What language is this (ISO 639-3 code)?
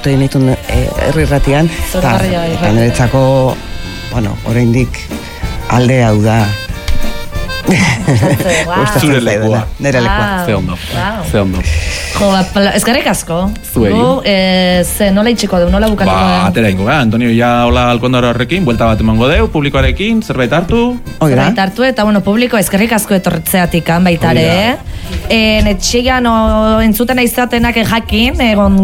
eus